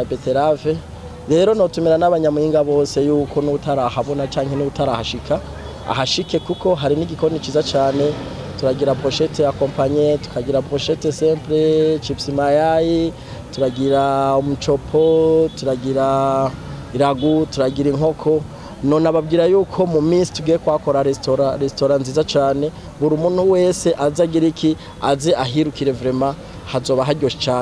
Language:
Rundi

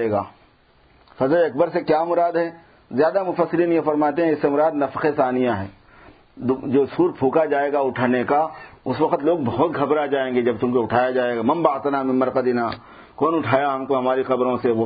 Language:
Urdu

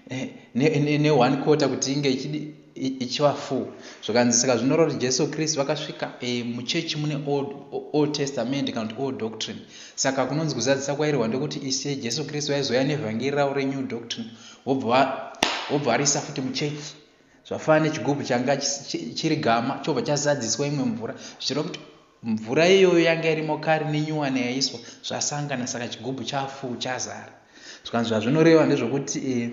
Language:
Shona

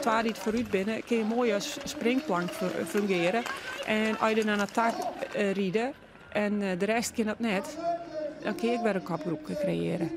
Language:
Western Frisian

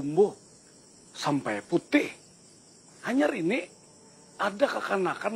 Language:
Banjar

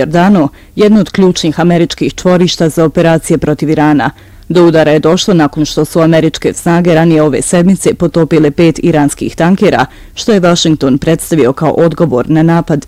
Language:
Bosnian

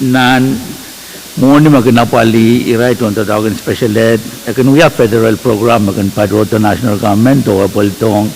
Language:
Pohnpeian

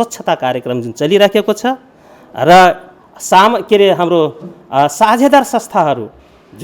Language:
Nepali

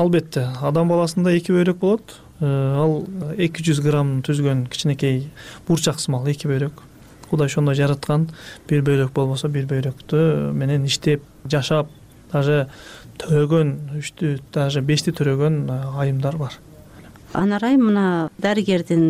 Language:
Kyrgyz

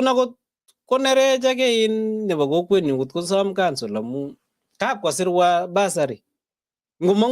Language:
Kalenjin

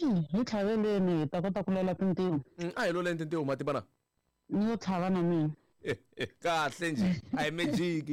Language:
Tsonga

